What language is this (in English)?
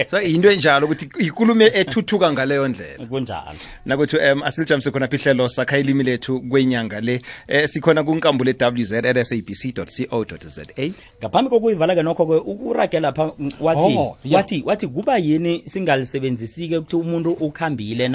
South Ndebele